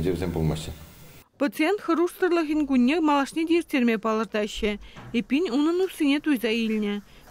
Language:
Chuvash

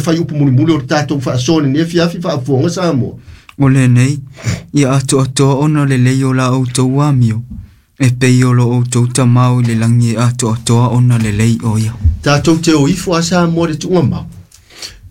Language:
Samoan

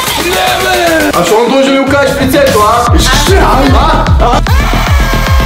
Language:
Bulgarian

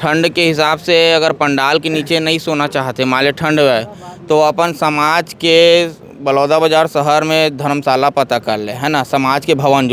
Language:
Chhattisgarhi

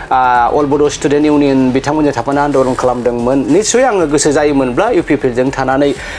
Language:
Bodo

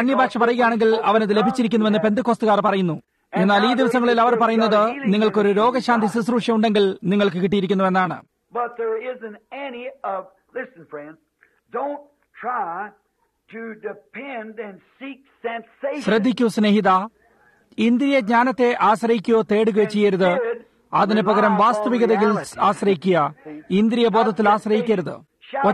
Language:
Malayalam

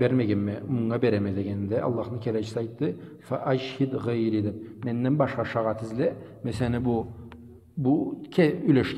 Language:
Karachay-Balkar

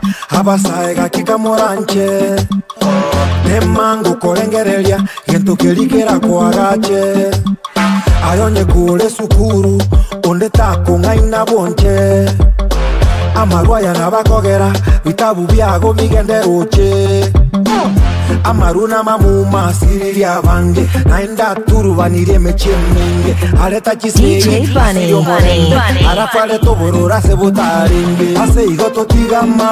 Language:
Gusii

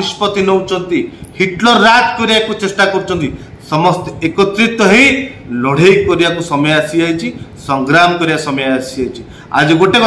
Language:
Odia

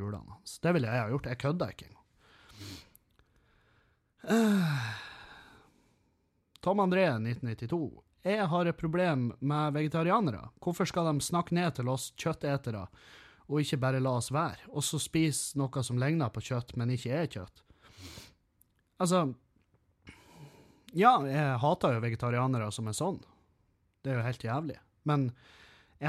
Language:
Norwegian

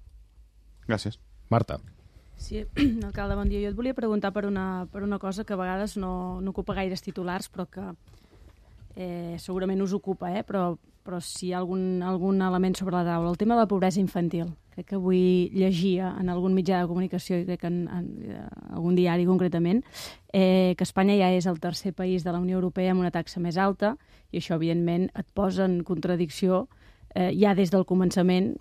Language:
Catalan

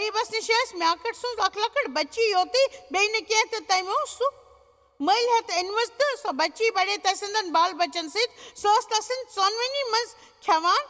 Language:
Kashmiri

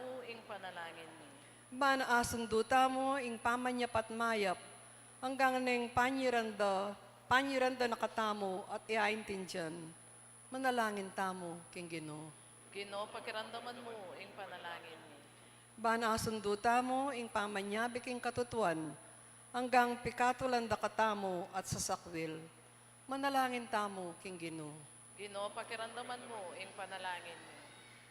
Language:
Pampanga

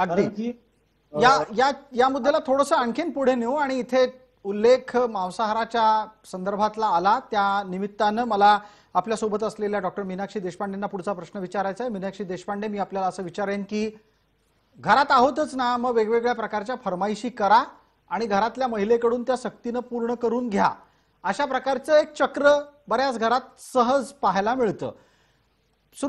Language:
Marathi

